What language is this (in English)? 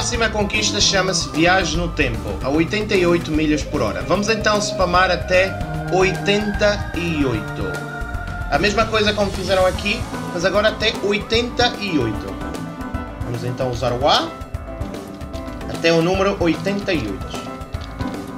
Portuguese